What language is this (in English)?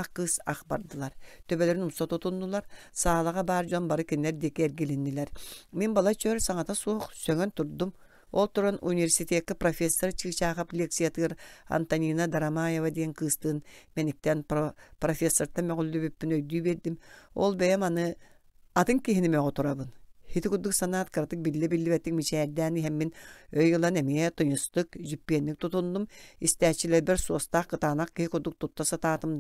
Yakut